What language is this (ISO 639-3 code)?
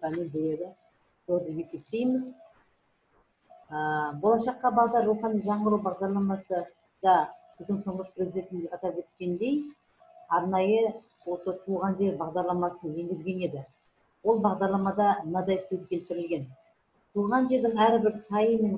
kaz